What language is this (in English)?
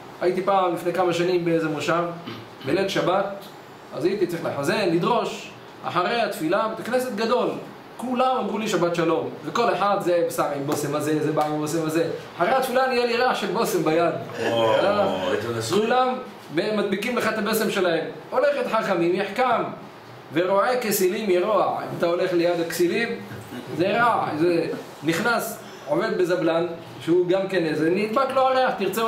Hebrew